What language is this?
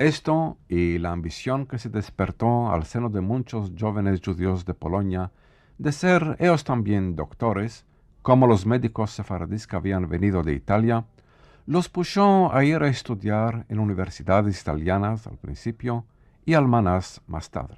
Ladino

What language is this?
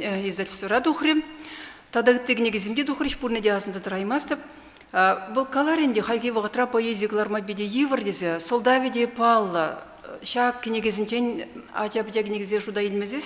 Chuvash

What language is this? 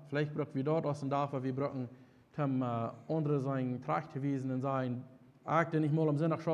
Plautdietsch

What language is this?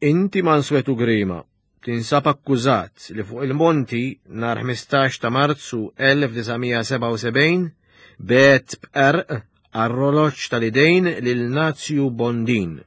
Maltese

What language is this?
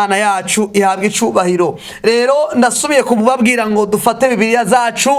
Rundi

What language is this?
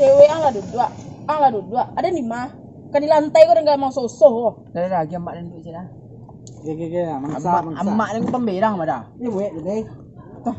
Minangkabau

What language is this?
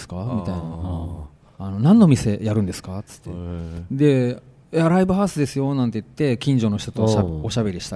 Japanese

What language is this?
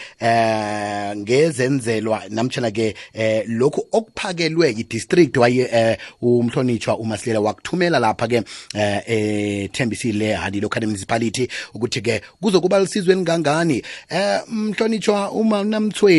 South Ndebele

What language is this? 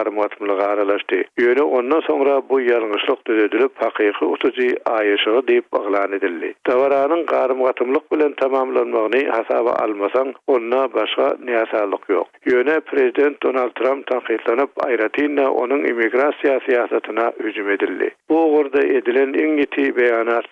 Turkmen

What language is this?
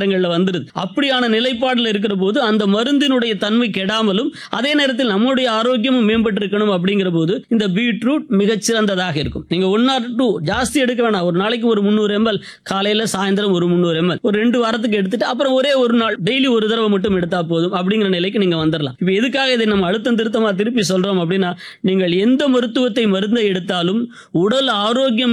Tamil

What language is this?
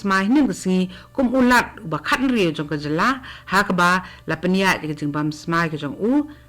Khasi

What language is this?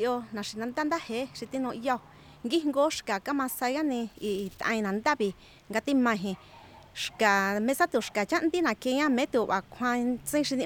Latvian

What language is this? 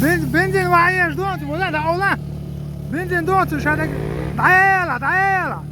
Chechen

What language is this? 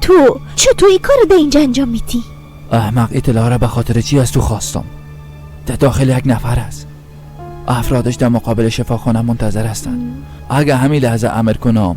Persian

